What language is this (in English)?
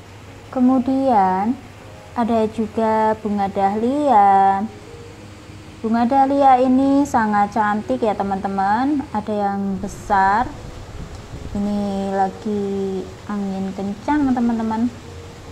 Indonesian